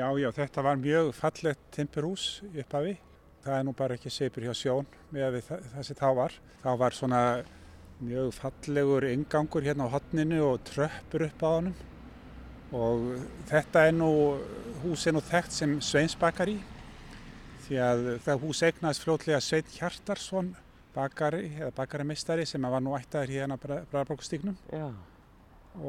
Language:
Icelandic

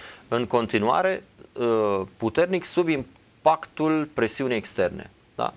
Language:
Romanian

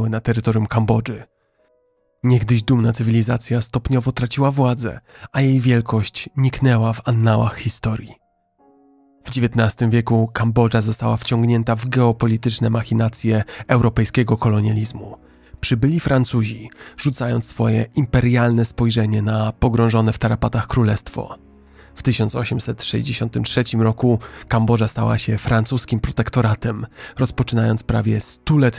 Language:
Polish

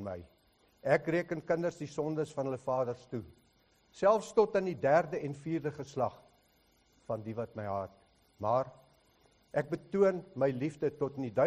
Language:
Afrikaans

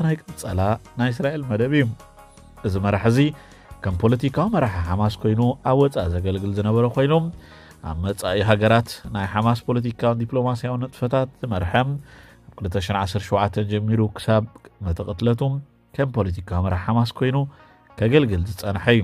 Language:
Tigrinya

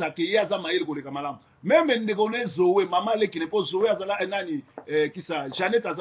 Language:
Lingala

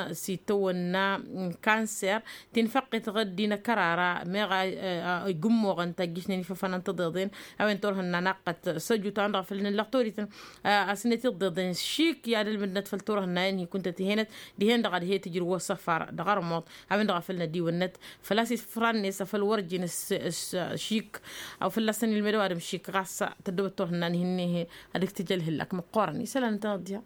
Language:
Tamasheq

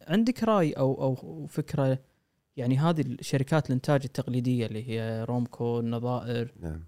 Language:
Gulf Arabic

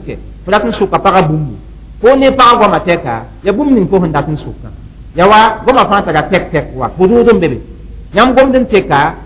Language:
Mossi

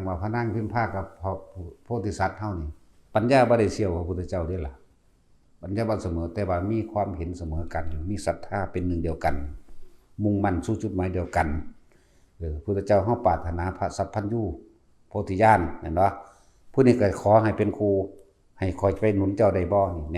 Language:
Northeastern Thai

